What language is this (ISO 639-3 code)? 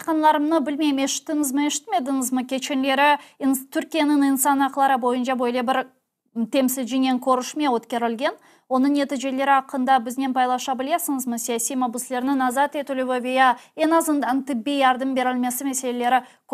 crh